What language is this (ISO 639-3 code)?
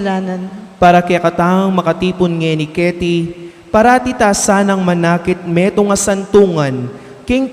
pam